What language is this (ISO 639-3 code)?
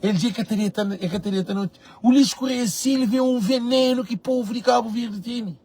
kea